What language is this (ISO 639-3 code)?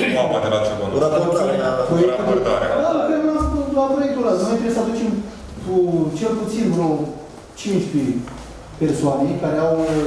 ron